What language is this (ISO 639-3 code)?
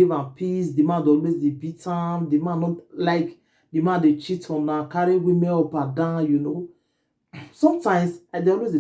pcm